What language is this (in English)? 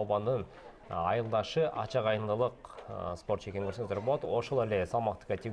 Kyrgyz